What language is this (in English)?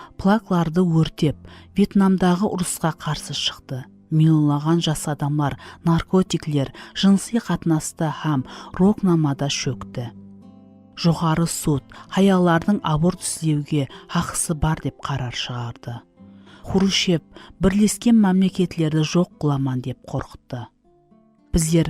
Kara-Kalpak